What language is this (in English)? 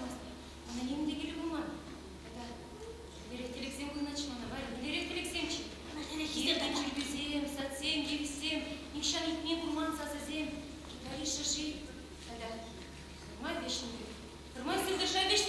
Chuvash